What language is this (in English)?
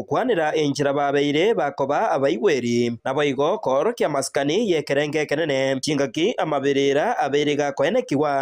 Gusii